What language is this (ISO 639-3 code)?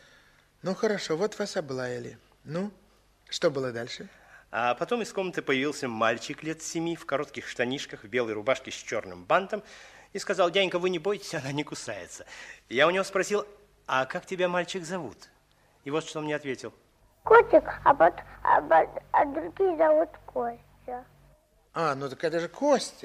rus